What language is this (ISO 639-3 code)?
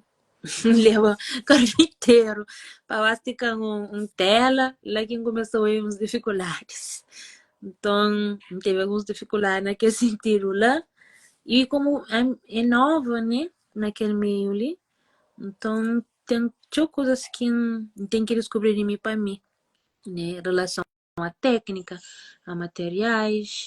kea